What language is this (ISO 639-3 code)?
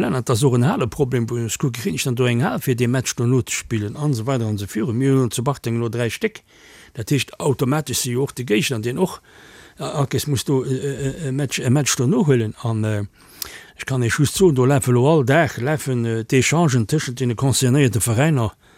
ltz